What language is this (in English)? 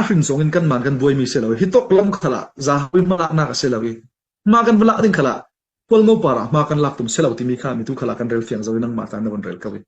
Falam Chin